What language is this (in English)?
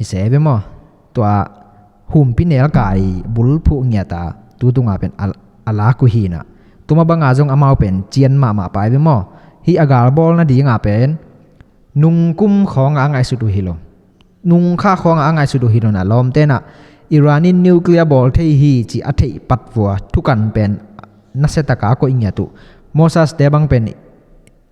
Tedim Chin